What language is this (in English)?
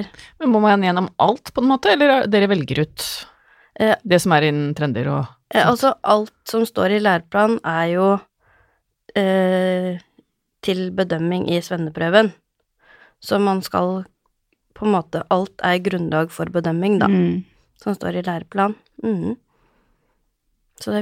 Norwegian